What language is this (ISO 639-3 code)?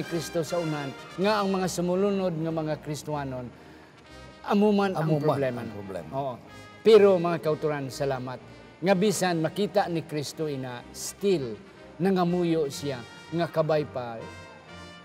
hil